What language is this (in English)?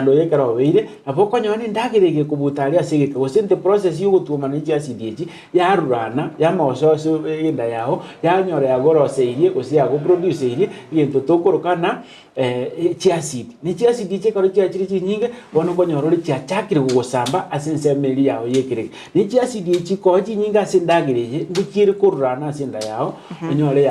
Gusii